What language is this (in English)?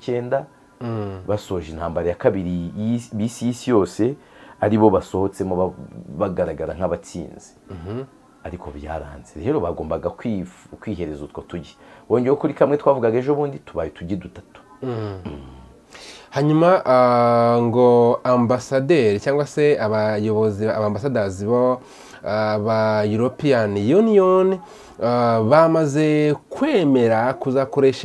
Kinyarwanda